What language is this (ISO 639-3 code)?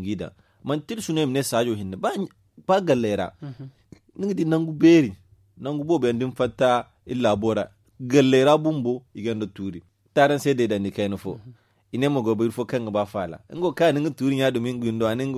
dje